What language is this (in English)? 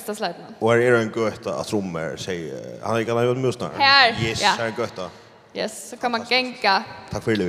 Faroese